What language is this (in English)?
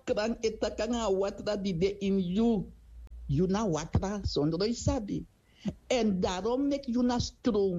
Sranan Tongo